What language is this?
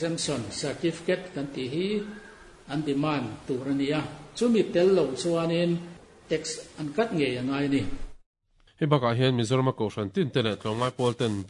Mizo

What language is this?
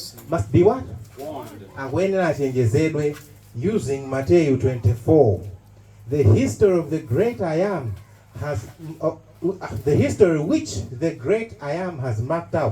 Nyanja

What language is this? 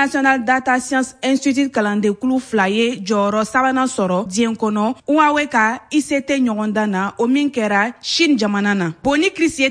Bambara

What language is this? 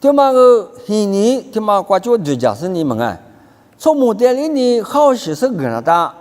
Lisu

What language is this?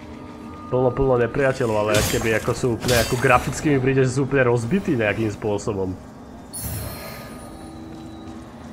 Slovak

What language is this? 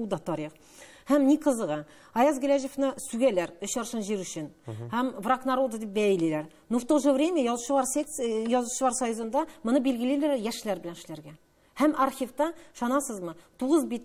Tatar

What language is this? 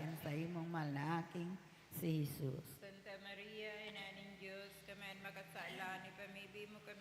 Bikol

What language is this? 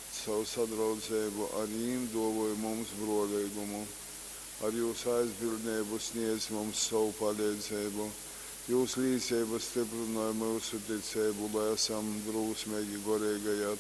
Latgalian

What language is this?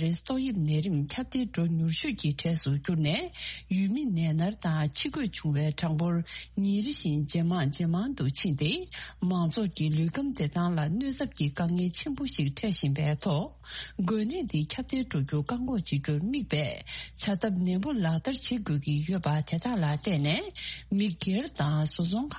Tibetan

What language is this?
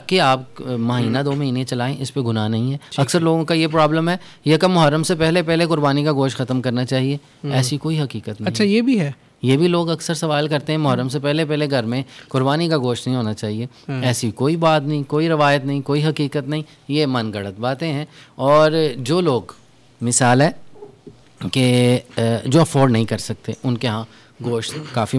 Urdu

